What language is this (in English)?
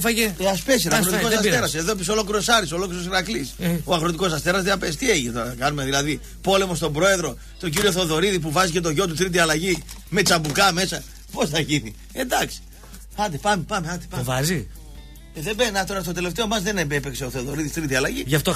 Greek